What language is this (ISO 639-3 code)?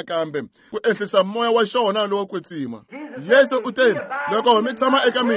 tso